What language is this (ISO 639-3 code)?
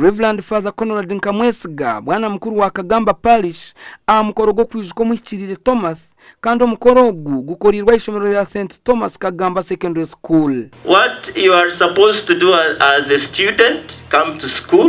nyn